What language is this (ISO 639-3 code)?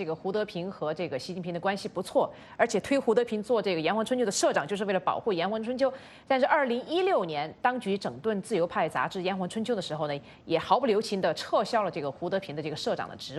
zho